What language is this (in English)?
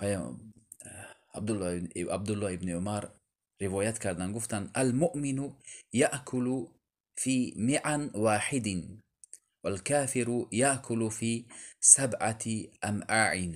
Tajik